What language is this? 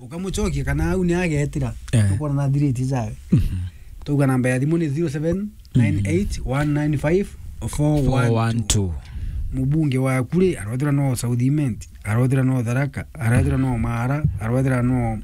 Meru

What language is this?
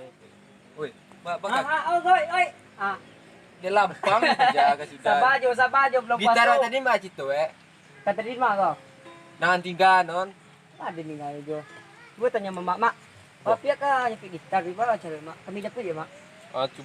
Minangkabau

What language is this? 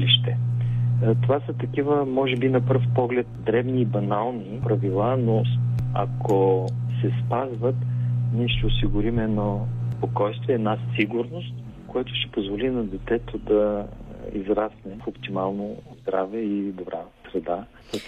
Bulgarian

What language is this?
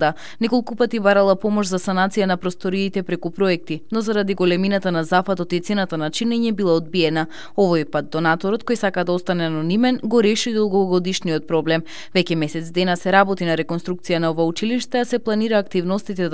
Macedonian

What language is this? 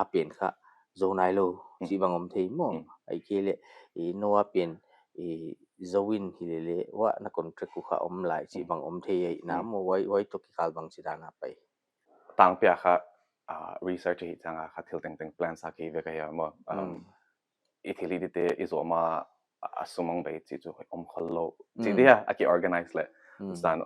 Paite Chin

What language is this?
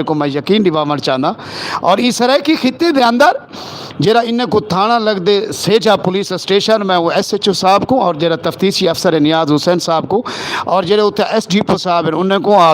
Saraiki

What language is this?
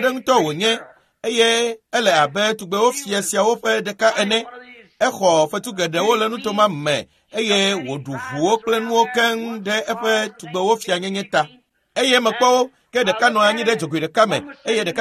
Ewe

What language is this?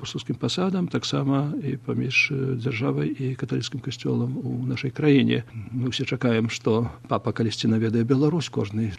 Belarusian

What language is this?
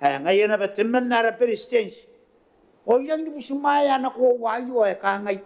Gilbertese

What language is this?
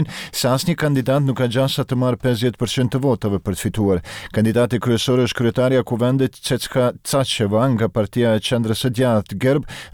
Albanian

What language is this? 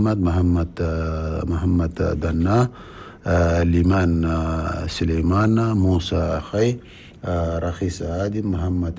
Chadian Arabic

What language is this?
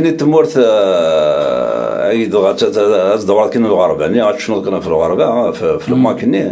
Kabyle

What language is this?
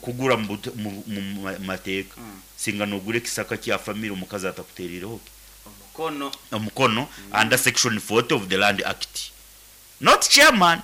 Nyankole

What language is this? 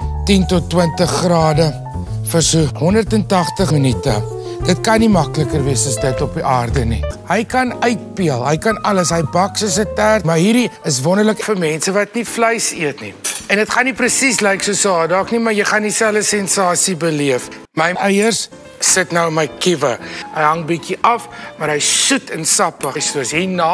Afrikaans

